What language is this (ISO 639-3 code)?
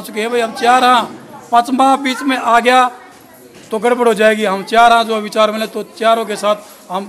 hin